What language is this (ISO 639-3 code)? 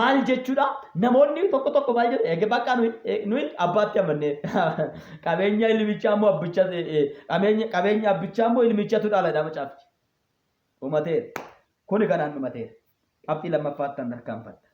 orm